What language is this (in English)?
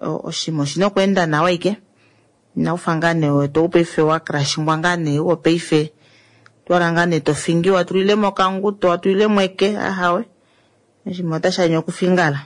Kuanyama